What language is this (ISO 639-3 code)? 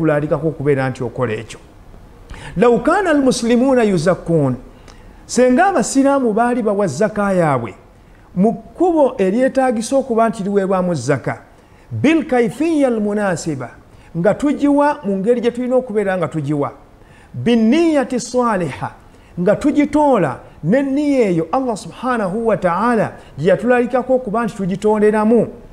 lug